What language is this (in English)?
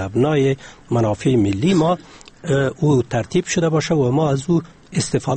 Persian